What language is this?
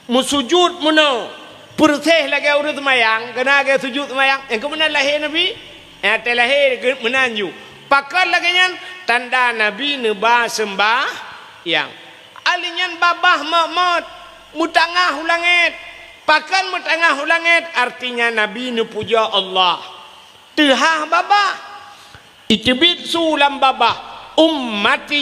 Achinese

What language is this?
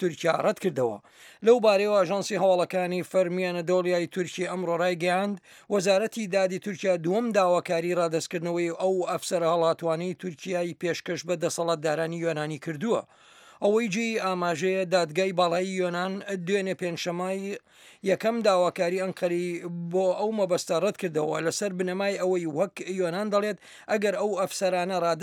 Central Kurdish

